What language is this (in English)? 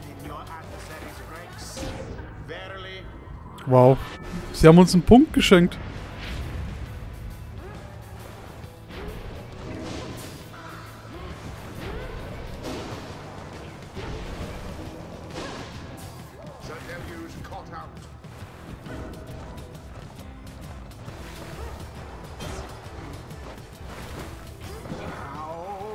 German